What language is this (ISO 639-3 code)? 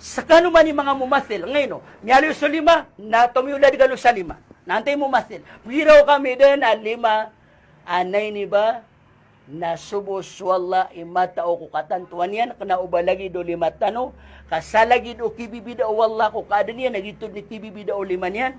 mrw